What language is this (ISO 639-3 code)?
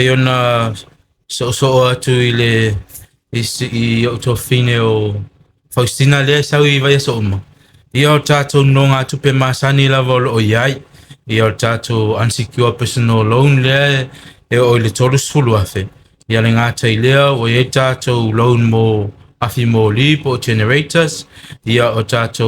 smo